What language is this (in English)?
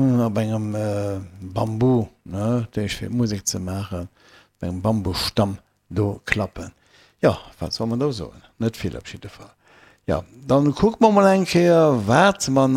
Luxembourgish